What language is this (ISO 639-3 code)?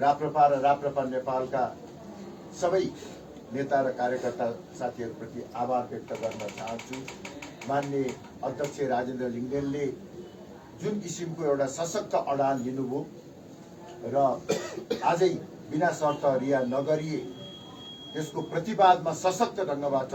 nep